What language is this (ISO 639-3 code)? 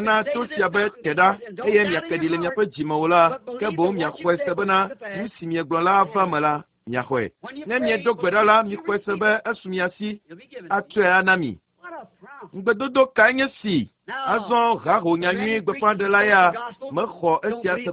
ewe